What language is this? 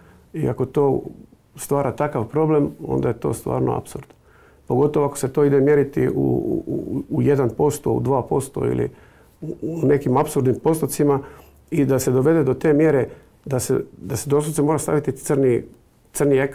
Croatian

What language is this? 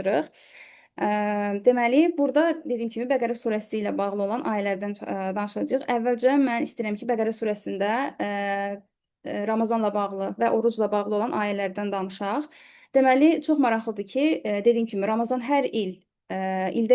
Azerbaijani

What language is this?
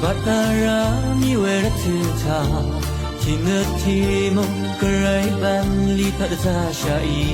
Rawang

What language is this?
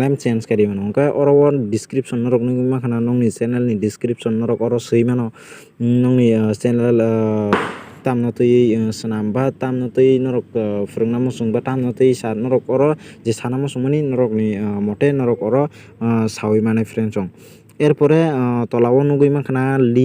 Kok Borok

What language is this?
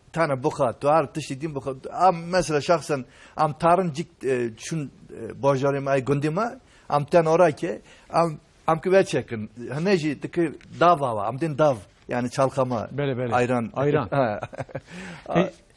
Kurdish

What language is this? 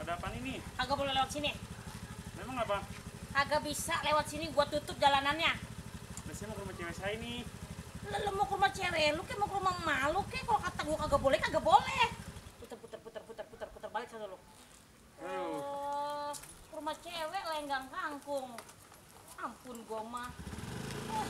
Betawi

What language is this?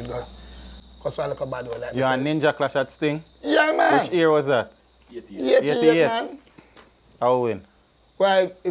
Jamaican Creole English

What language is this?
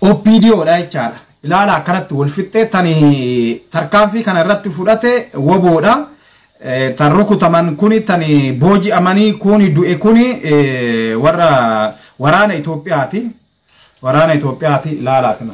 Oromo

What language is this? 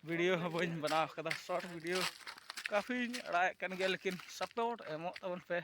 Santali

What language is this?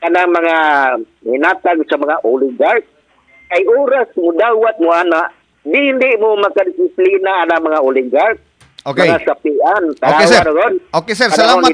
Cebuano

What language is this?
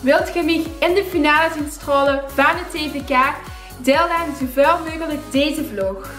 Limburgish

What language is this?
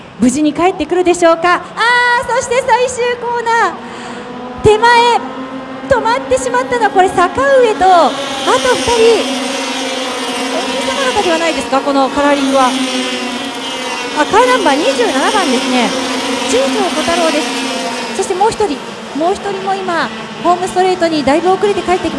Japanese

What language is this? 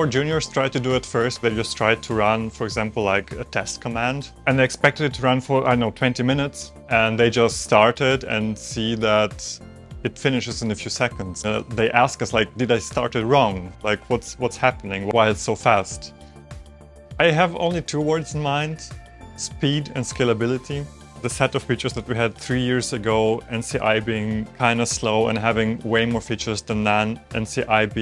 English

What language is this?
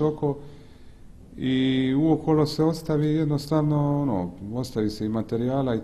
Croatian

